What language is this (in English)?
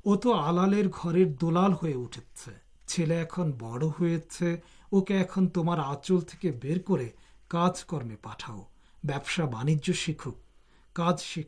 Bangla